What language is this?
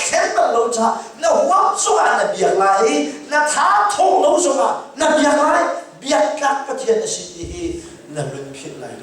Hakha Chin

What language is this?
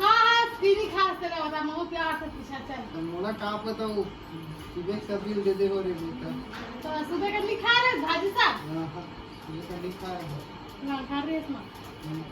Chhattisgarhi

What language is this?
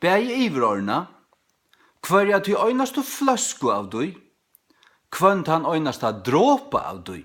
Faroese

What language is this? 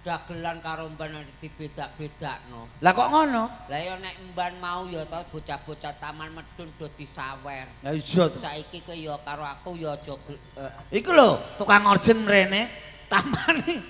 Javanese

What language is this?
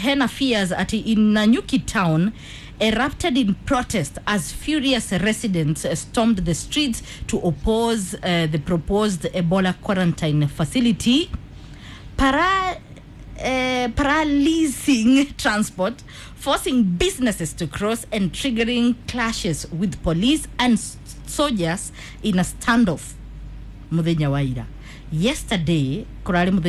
Kikuyu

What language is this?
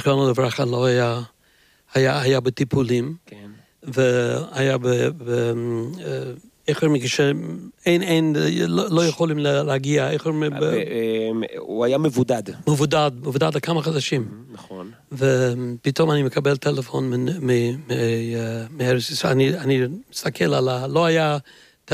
Hebrew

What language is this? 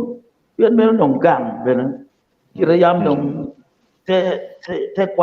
Acoli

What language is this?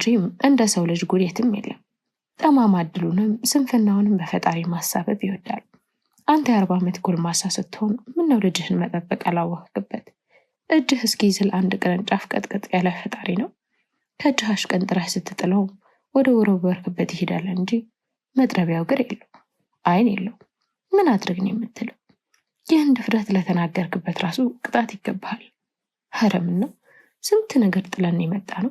Amharic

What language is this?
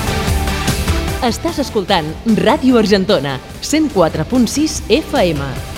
Catalan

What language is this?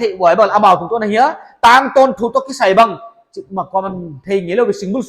Paite Chin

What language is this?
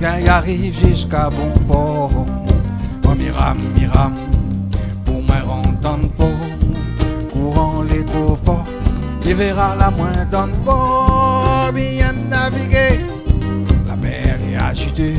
Réunion Creole French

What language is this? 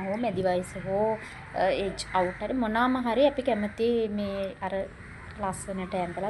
Sinhala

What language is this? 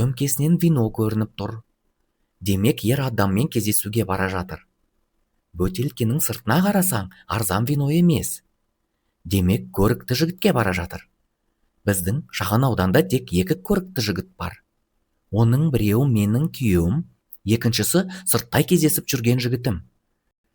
Kazakh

